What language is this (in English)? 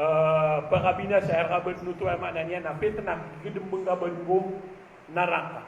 Maranao